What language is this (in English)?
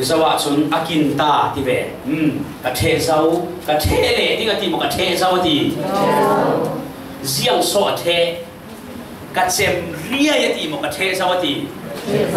Falam Chin